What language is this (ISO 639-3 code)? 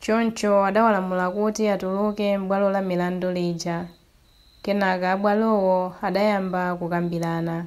nya